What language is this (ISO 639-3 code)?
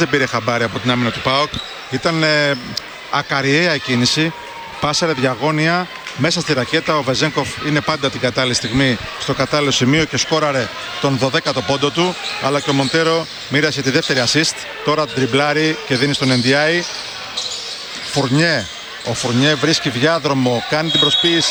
ell